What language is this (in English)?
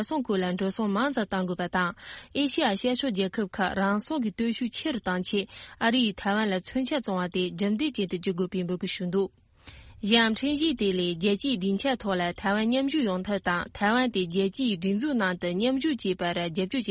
Tibetan